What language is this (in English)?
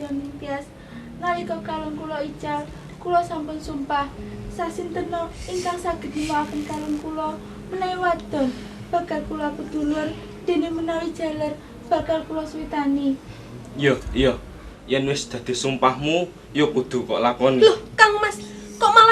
Javanese